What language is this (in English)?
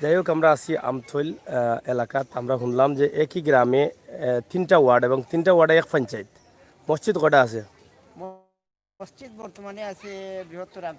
Sylheti